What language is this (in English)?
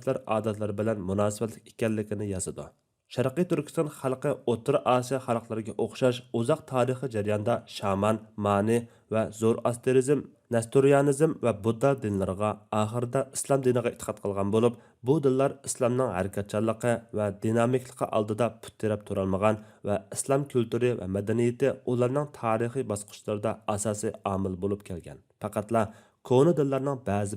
Uyghur